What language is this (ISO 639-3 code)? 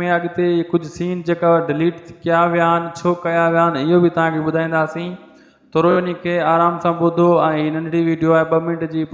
snd